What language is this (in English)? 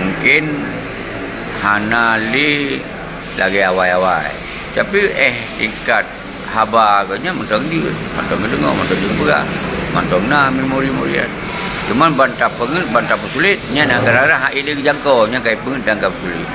Achinese